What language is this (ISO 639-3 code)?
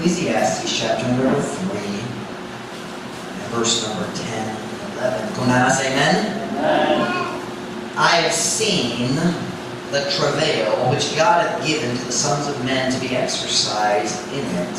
ceb